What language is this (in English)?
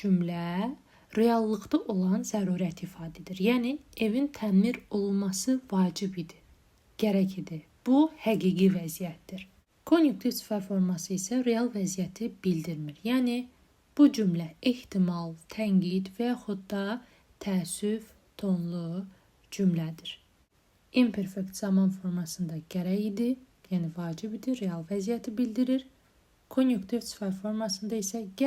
Azerbaijani